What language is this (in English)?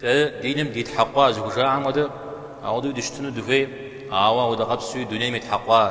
Kabardian